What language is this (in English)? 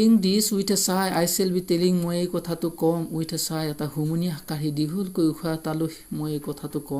Assamese